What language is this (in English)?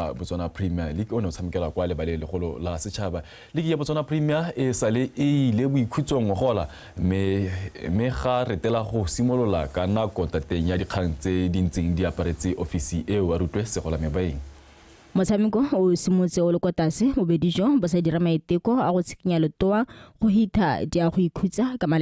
Tswana